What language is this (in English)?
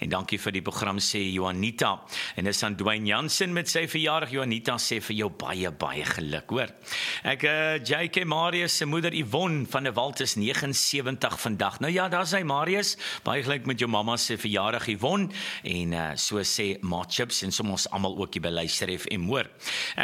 Afrikaans